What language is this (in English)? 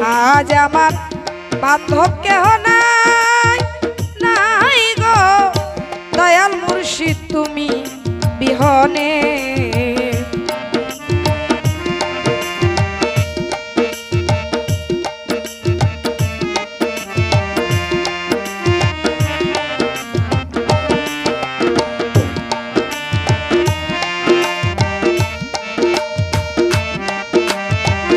Bangla